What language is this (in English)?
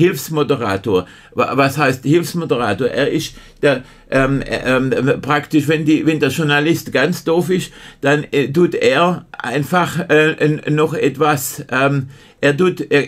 German